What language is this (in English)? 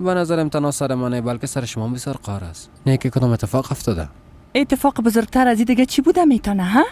Persian